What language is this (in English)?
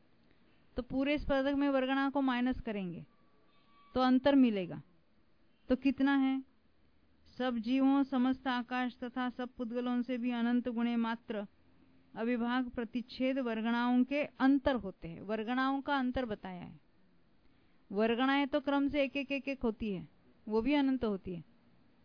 Hindi